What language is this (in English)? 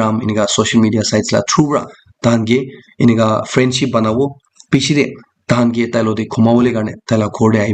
Naga Pidgin